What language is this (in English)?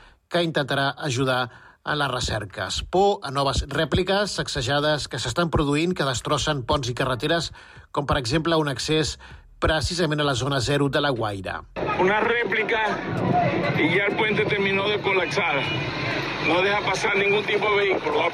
Catalan